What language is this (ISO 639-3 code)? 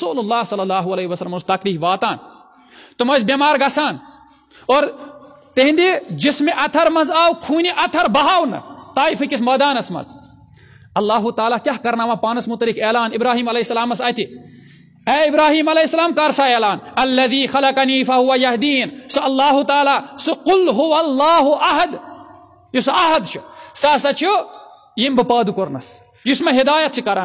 kas